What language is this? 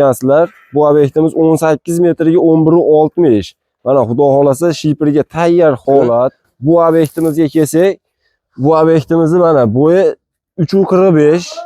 Uzbek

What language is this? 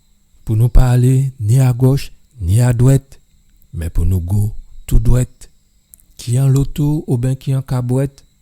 Guadeloupean Creole French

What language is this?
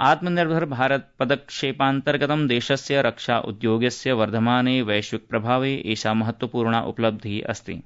Sanskrit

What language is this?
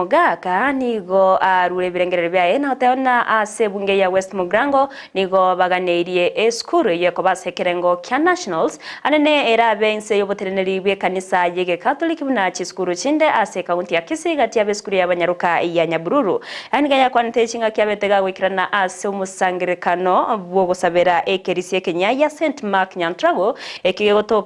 Gusii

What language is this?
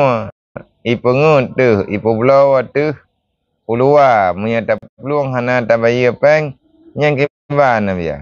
Achinese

